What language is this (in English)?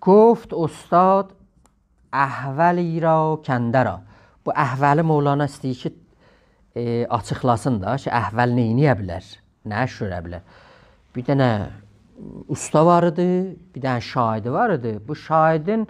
South Azerbaijani